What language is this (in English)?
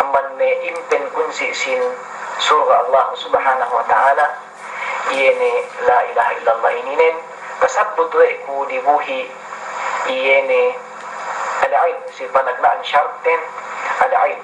Yakan